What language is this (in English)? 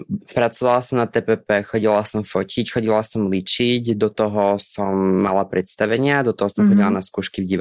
Slovak